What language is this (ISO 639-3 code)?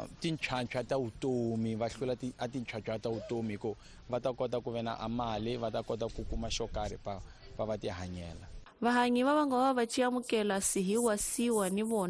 tso